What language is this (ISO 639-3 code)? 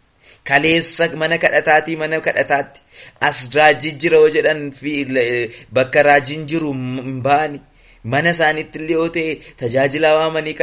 orm